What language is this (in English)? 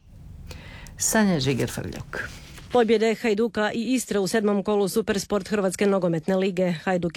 Croatian